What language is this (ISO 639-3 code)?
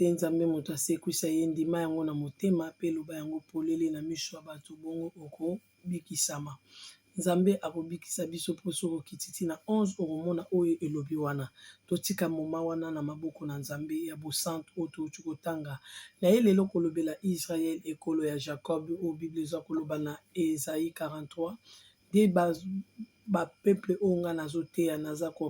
lin